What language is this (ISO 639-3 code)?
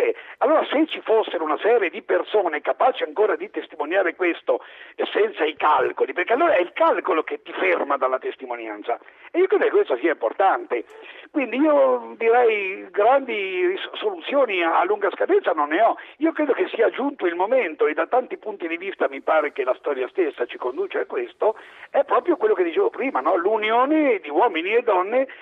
ita